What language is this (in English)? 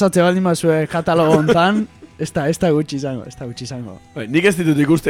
Basque